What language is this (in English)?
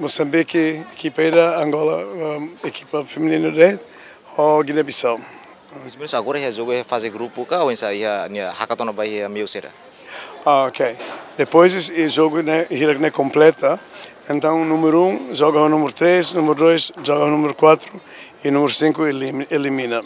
Tetum